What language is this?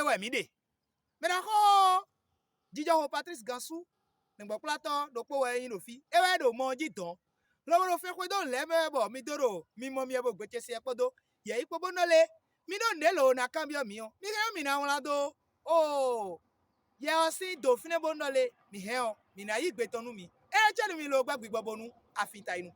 Fon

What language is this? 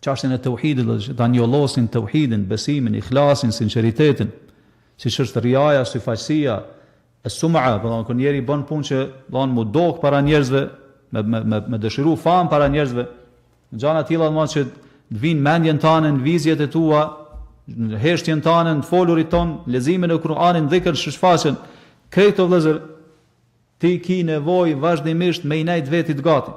Albanian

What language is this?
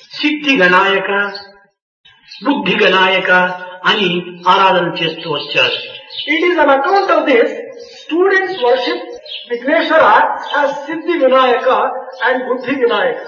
Telugu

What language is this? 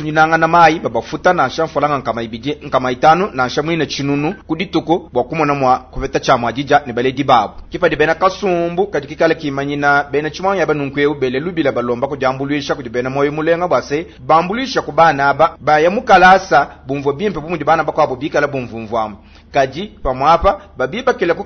Luba-Lulua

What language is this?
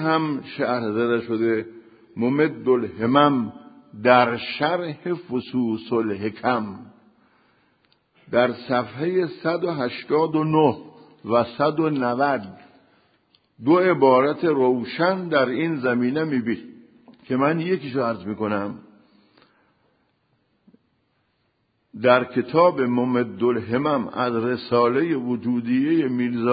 Persian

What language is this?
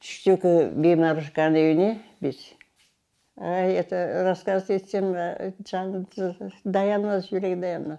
Crimean Tatar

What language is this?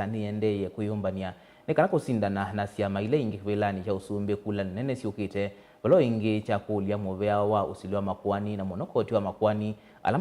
Kamba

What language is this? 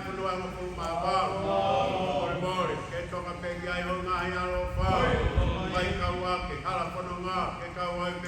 Tongan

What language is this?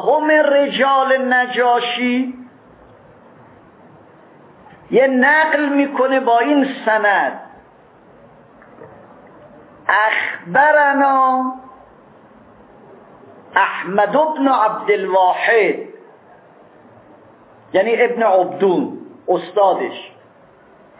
Persian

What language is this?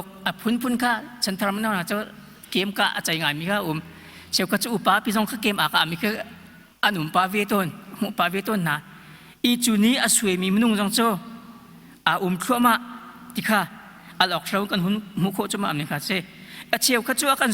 Hakha Chin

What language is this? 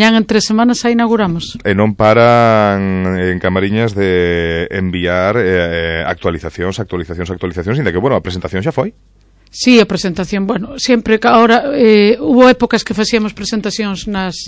Galician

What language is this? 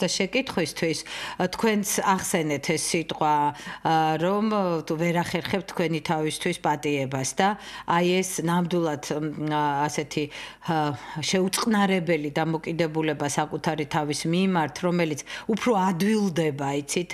Georgian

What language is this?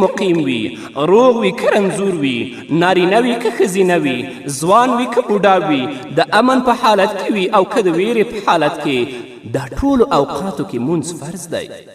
Pashto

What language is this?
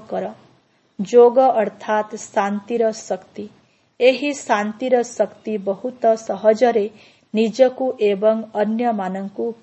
Odia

